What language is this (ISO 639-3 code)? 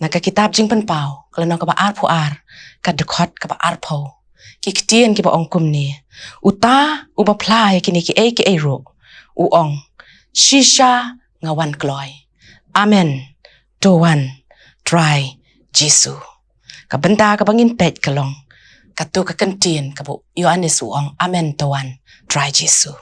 kha